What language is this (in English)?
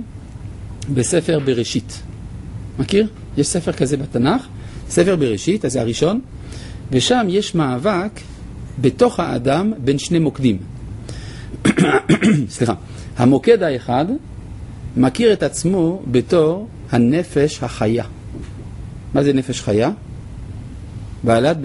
Hebrew